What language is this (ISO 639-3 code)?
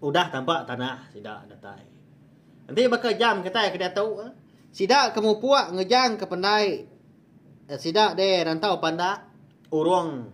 iba